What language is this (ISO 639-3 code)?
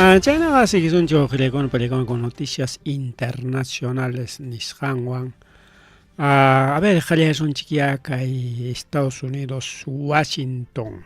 quy